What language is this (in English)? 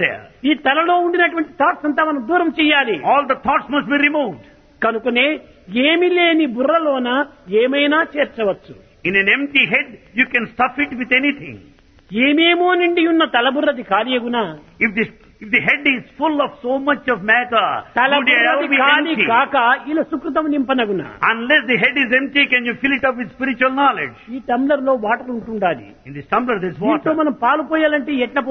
Telugu